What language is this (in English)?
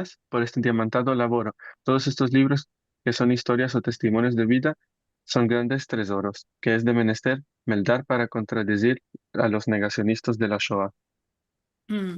Ladino